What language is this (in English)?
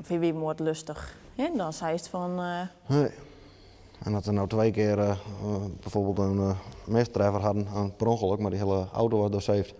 Western Frisian